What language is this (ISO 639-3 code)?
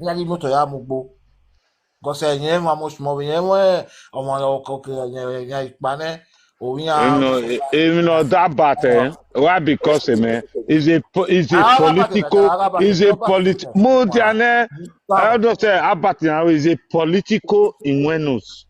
pcm